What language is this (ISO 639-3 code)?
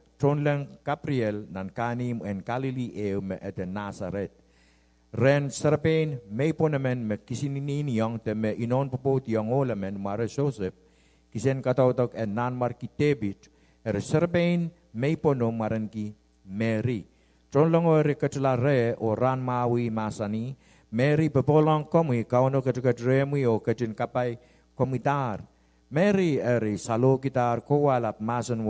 pon